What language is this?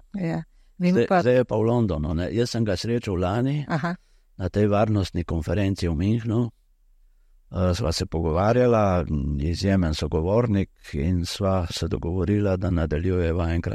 Slovenian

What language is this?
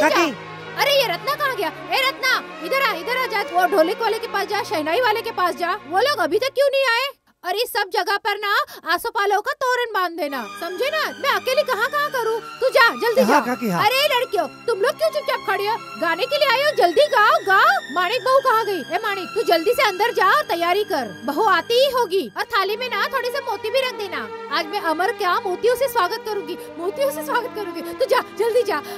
Hindi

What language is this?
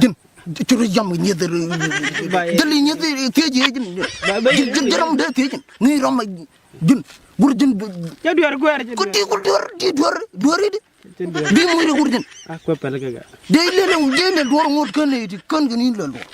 Nuer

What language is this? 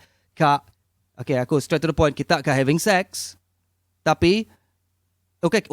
Iban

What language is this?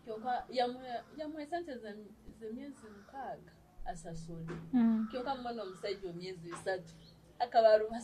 Nyoro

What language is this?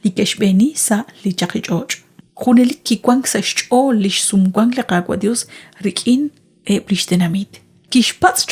Kekchí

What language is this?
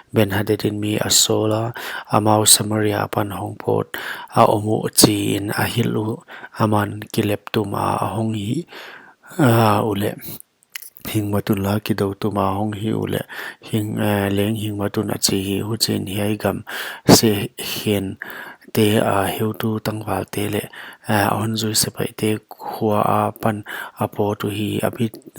Paite Chin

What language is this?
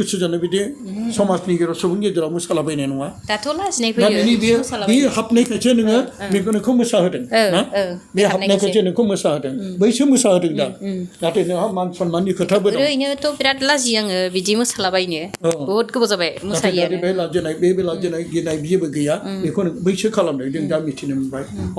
Bodo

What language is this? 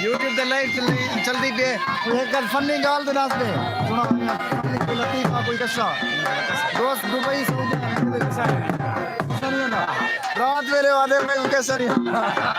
Saraiki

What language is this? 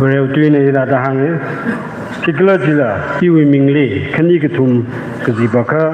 Tangkhul Naga (India)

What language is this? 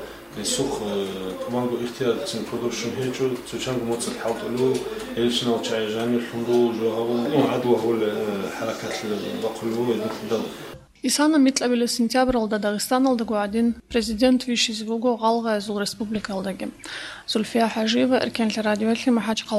Avaric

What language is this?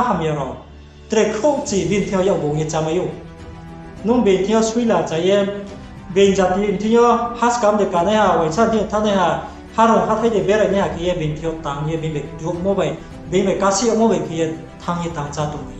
Riang (India)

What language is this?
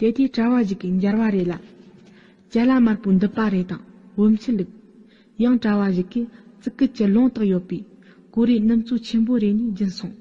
Tibetan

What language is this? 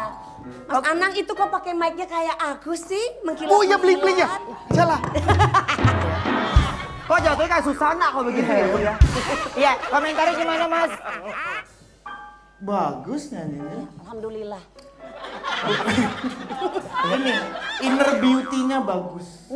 Indonesian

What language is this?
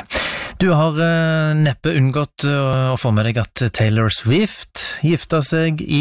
Norwegian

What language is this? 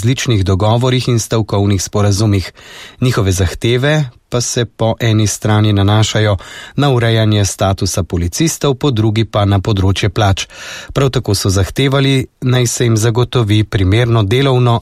Slovenian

